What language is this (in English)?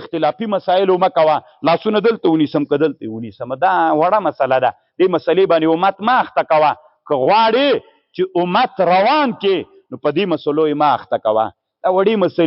Pashto